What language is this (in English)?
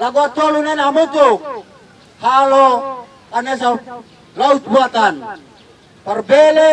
Tetum